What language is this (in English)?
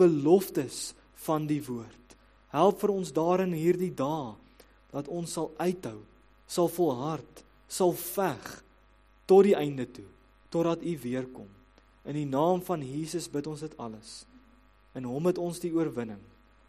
Afrikaans